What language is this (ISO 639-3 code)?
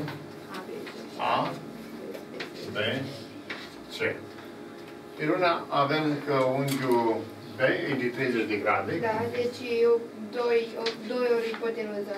ron